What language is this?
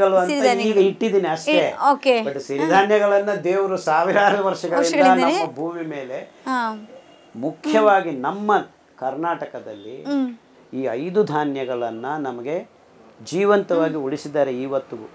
Kannada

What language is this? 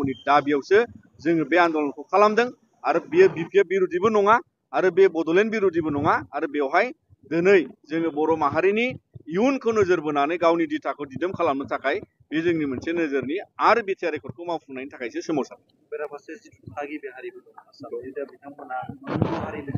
Bodo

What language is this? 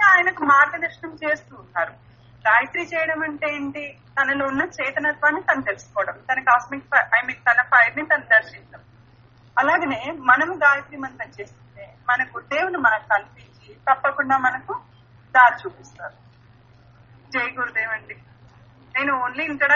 Telugu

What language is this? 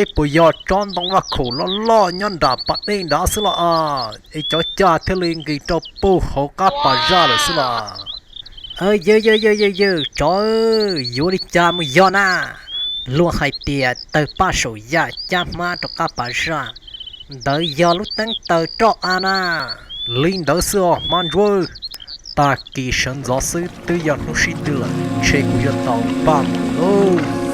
Hmong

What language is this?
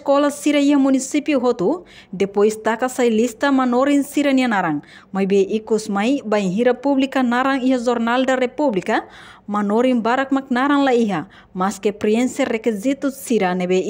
Tetum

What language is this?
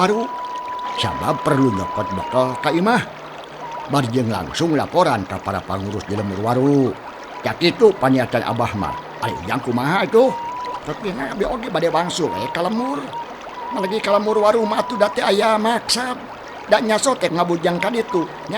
Sundanese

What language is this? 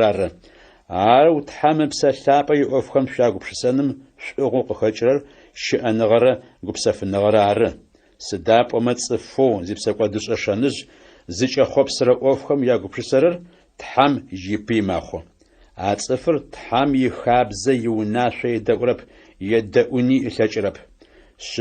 Adyghe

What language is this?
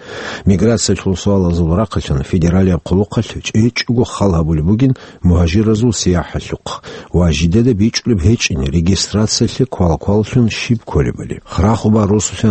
Avaric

